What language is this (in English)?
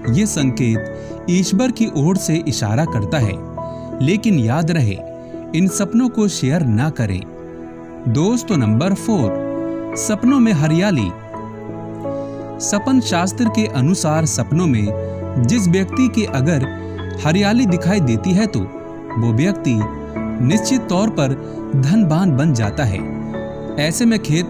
Hindi